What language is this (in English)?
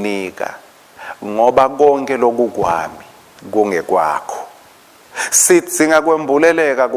Swati